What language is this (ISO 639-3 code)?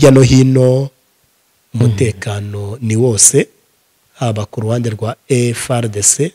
kin